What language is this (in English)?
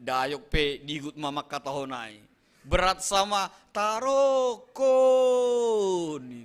Batak Simalungun